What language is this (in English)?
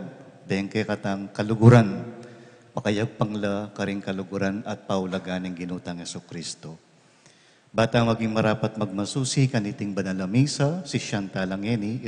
Pampanga